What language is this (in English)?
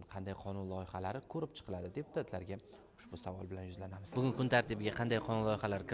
Uzbek